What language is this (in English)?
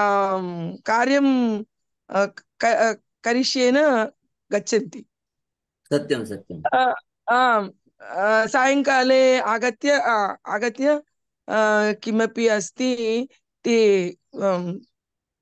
Sanskrit